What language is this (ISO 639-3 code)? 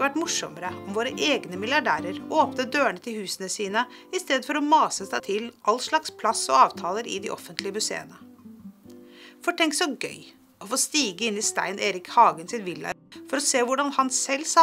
nor